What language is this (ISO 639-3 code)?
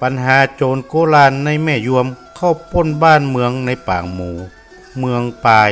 nod